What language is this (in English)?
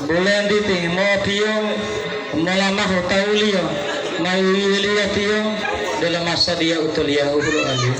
Gorontalo